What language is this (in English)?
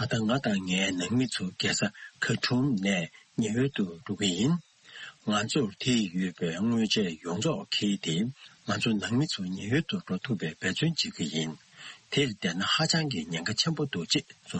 Tibetan